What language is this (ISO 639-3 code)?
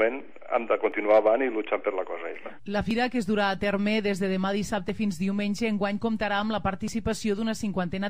cat